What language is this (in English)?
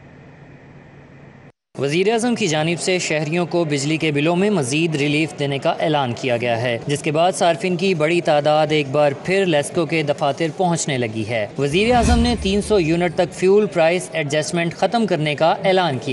Urdu